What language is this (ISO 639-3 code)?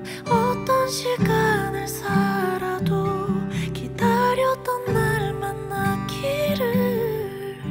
kor